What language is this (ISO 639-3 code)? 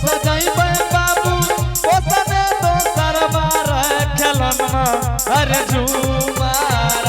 anp